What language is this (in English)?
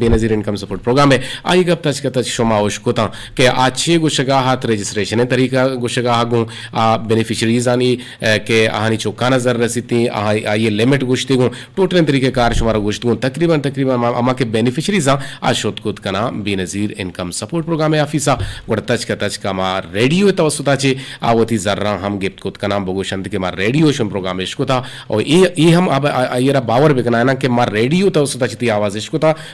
Eastern Balochi